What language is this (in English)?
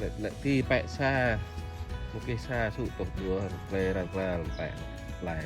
Central Mnong